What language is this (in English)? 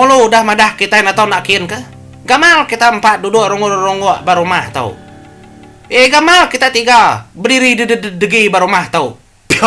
Iban